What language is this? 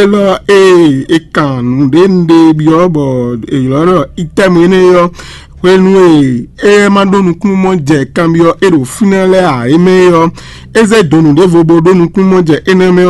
Fon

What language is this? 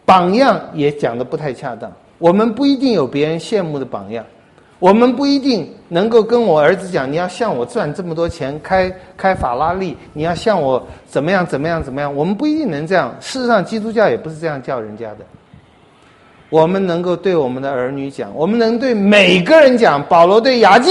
Chinese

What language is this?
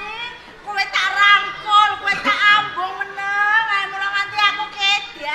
Javanese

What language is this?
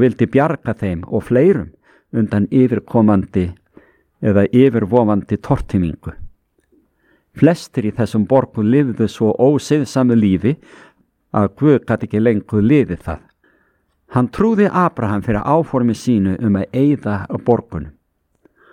Icelandic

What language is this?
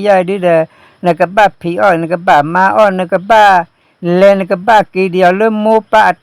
S'gaw Karen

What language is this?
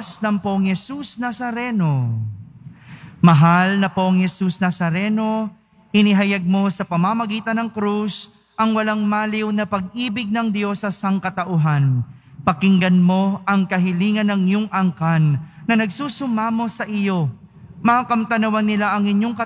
Filipino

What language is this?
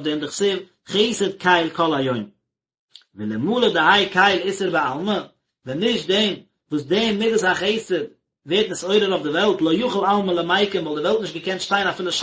Yiddish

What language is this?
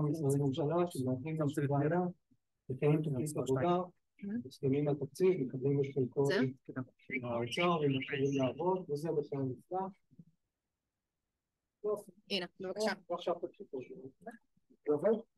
Hebrew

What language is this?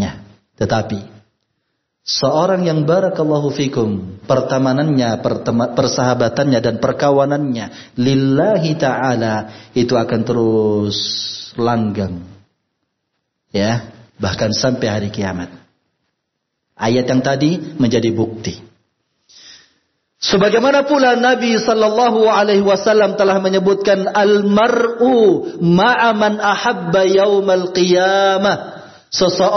Indonesian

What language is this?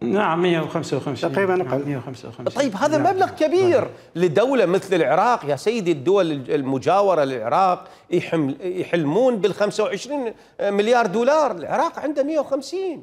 Mesopotamian Arabic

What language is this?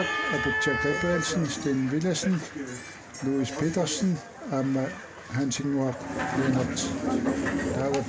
Kalaallisut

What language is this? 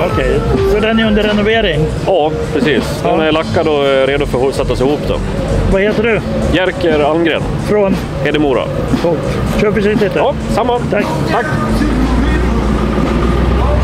Swedish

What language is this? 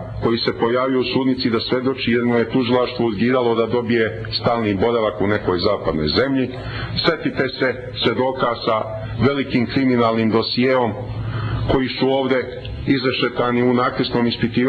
Serbian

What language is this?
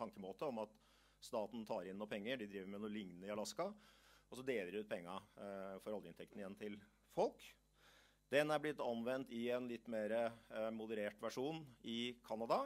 Norwegian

